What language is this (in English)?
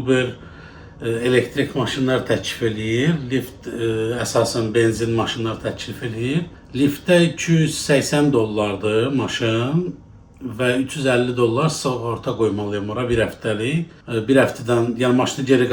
Azerbaijani